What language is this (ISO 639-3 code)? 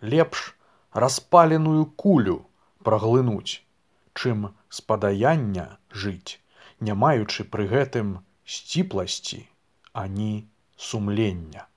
bel